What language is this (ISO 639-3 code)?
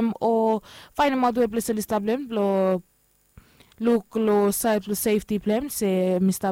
bis